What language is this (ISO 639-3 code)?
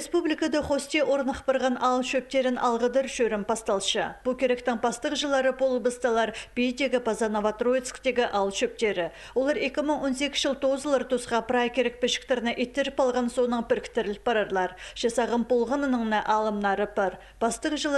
kjh